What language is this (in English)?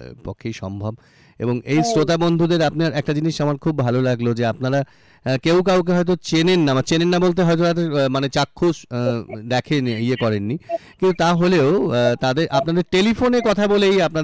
Bangla